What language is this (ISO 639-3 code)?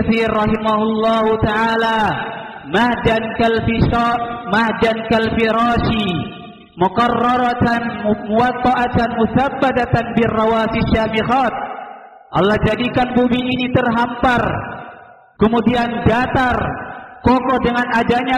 ind